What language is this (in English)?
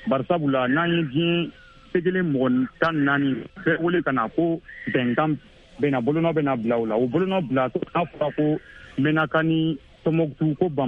Bambara